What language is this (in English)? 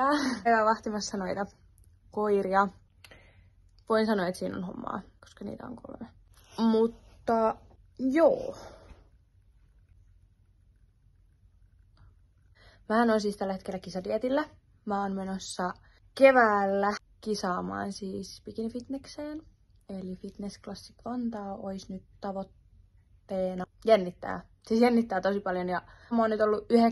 Finnish